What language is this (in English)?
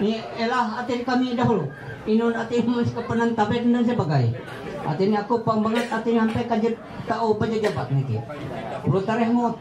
Ma'anyan